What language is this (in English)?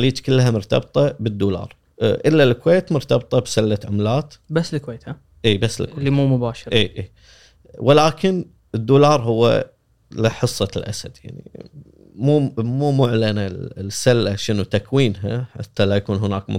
Gulf Arabic